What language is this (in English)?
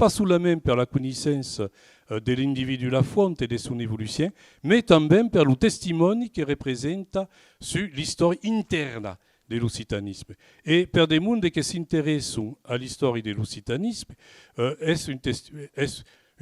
Occitan